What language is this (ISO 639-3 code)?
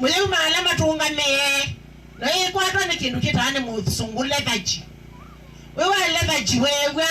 kam